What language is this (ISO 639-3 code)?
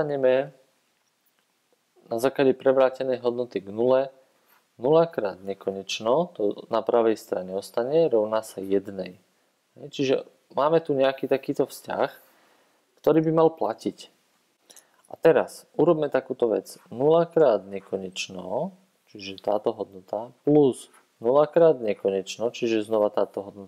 slk